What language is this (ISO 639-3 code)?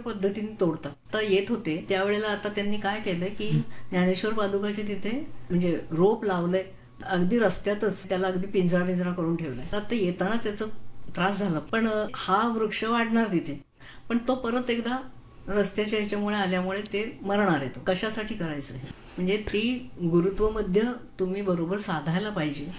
mar